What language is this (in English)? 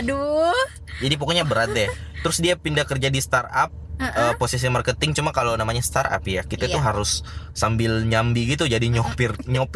Indonesian